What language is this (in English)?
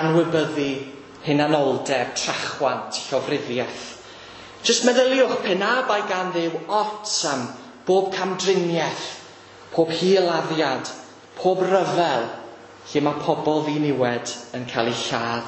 Welsh